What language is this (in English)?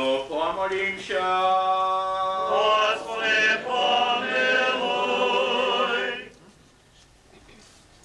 Ukrainian